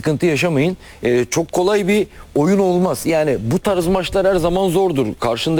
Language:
Turkish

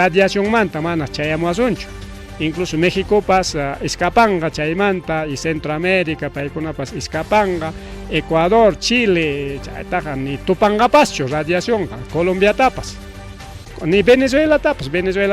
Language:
Ayacucho Quechua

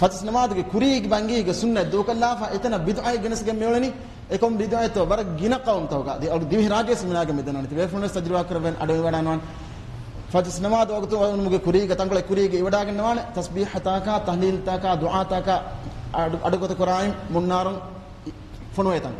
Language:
Divehi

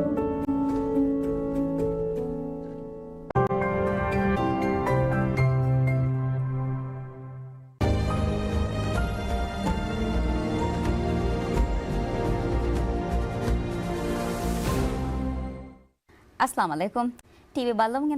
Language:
Divehi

